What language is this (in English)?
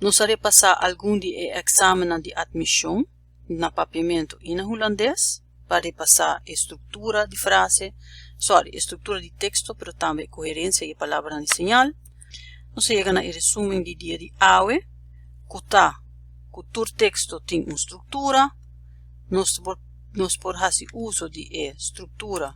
Papiamento